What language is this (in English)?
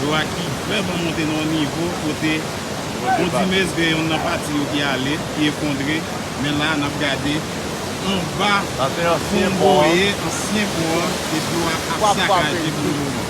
Haitian Creole